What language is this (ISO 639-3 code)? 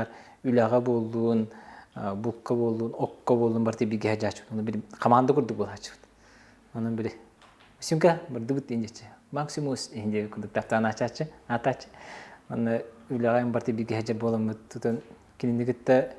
sah